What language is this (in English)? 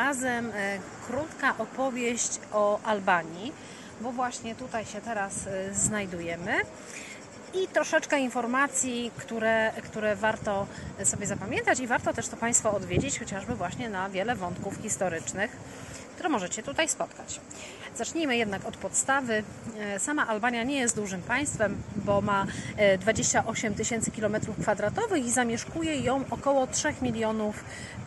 Polish